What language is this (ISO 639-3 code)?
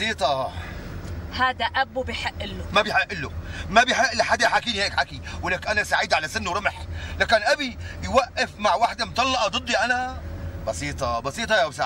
apc